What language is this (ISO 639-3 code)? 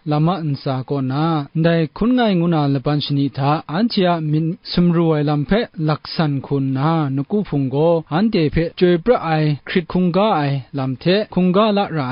kac